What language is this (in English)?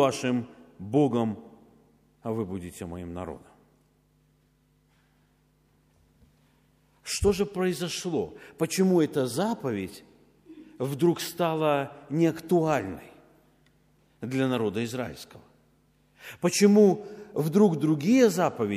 Russian